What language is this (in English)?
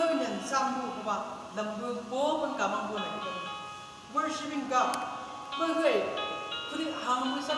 Chang Naga